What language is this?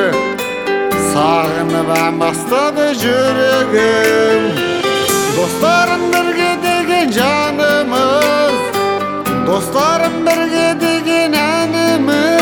Kazakh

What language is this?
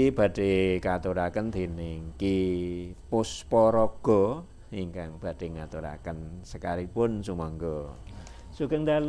Javanese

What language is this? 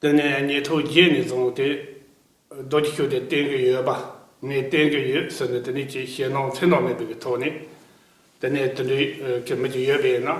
Tibetan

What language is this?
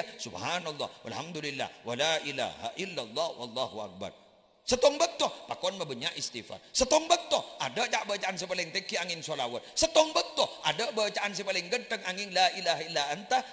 Madurese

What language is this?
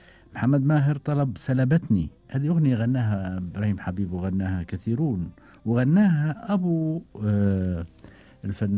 Gulf Arabic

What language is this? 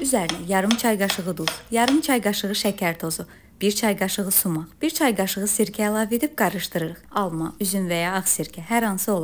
Azerbaijani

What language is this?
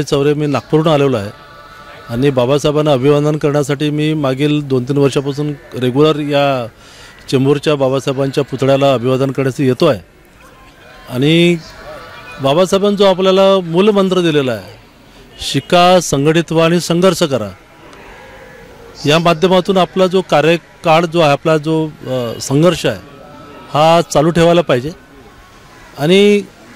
Marathi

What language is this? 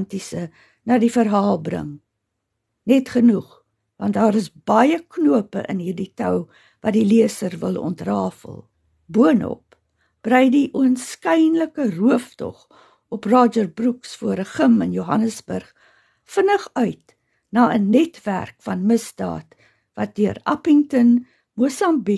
Afrikaans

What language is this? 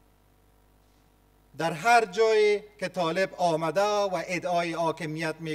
Persian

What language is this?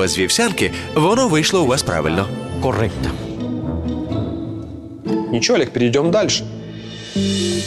Ukrainian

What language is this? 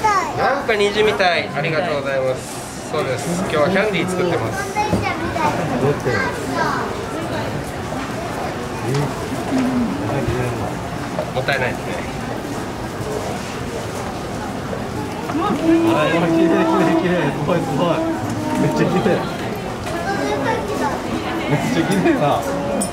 Japanese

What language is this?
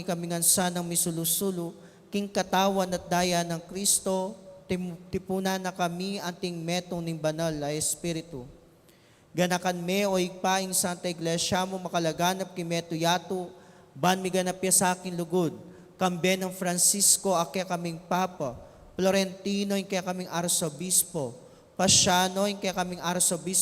Pampanga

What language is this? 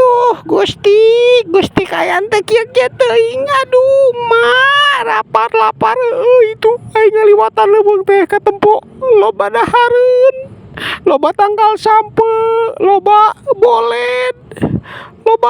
Sundanese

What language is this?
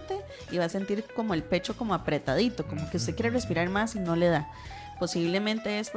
Spanish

